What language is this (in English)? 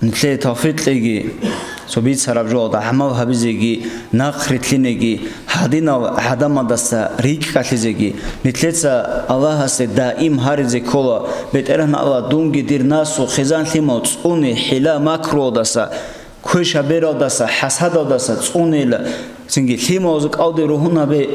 Avaric